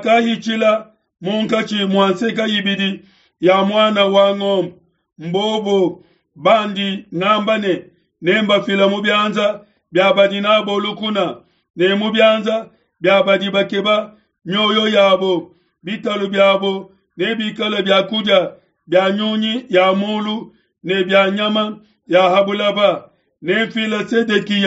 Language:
Luba-Lulua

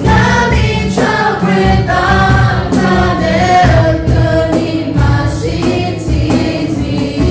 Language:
Akha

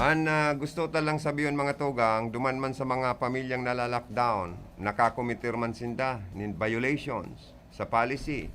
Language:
Bikol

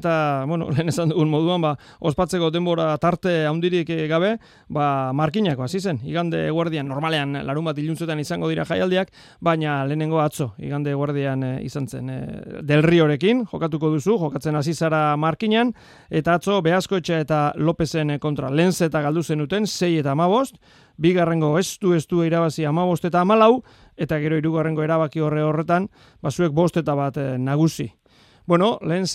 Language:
Basque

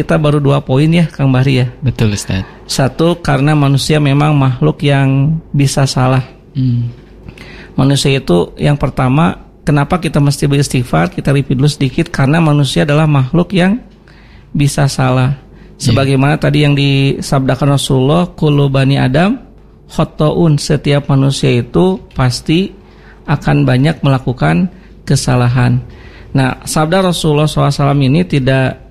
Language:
Indonesian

